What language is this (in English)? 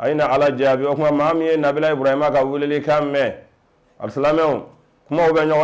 Bambara